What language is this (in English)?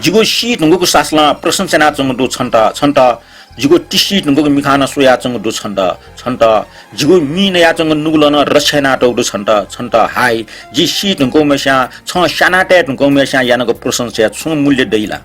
Newari